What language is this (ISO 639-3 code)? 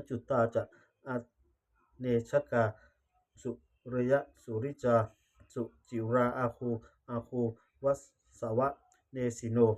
pli